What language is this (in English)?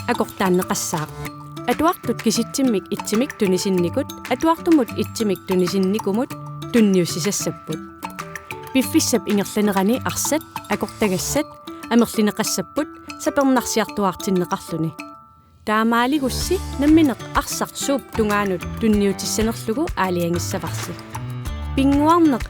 Kalaallisut